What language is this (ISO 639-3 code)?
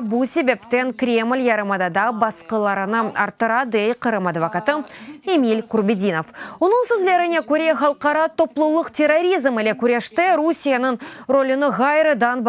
crh